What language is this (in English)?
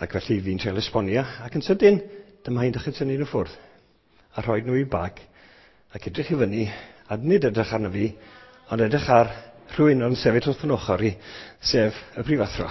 Welsh